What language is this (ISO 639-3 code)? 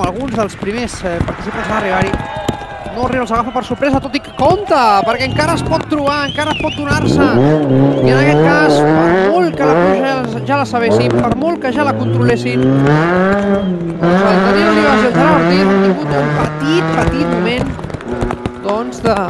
cat